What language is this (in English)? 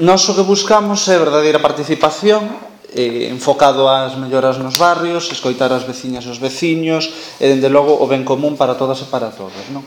Galician